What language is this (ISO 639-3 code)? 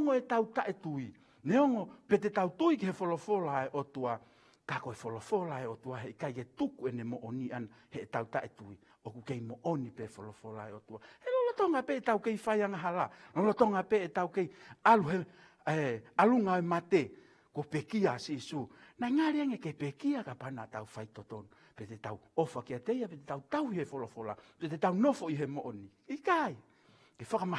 ton